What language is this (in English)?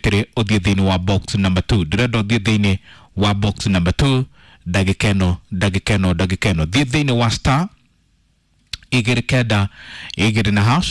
Kikuyu